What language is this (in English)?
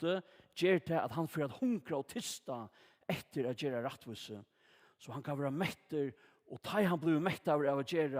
Faroese